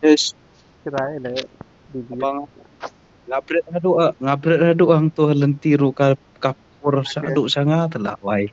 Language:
Khasi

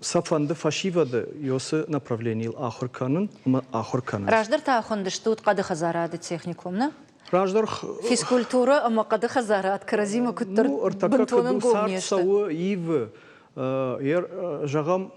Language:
Ossetic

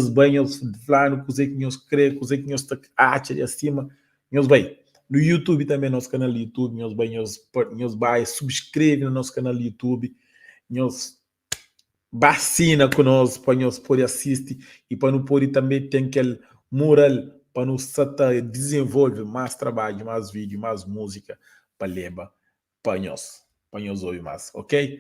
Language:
Kabuverdianu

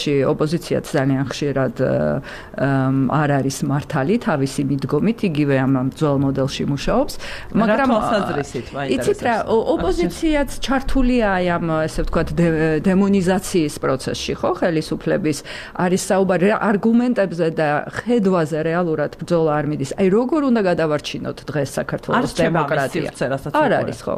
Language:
Georgian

